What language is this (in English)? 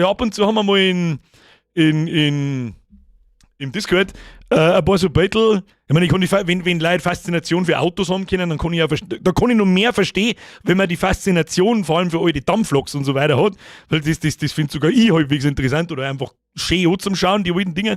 Bavarian